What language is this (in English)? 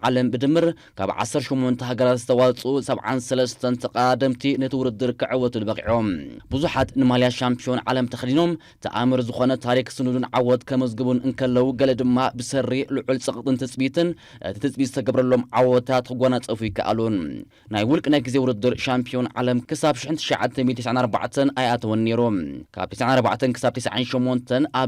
Tigrinya